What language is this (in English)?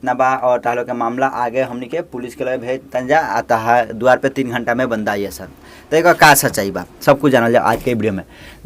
Bhojpuri